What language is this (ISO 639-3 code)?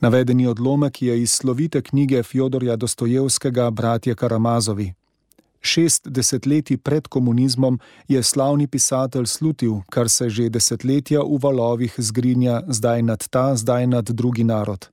slv